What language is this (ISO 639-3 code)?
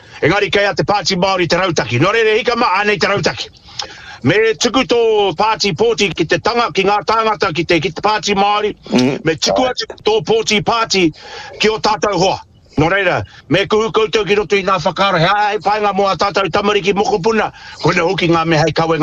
mri